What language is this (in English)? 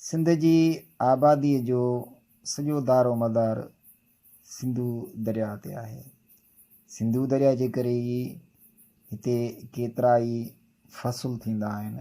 Sindhi